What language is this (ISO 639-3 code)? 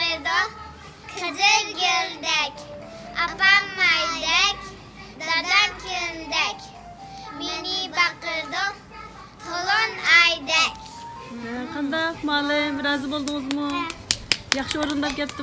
uig